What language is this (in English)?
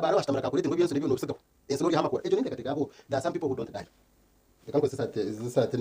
Nyankole